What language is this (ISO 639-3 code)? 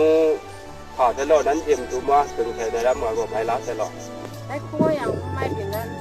kac